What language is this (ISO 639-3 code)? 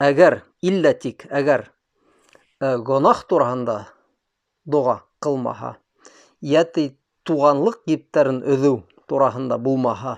bak